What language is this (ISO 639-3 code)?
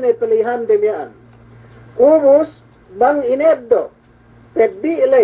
yka